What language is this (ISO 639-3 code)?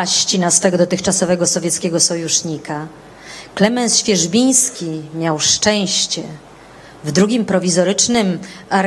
pol